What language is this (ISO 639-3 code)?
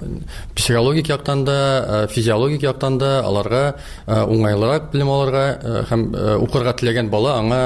tat